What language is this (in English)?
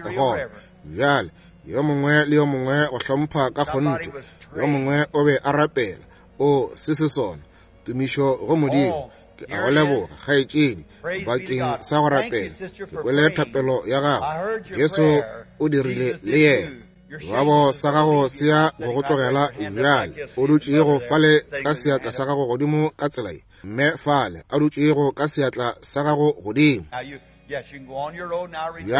Northern Sotho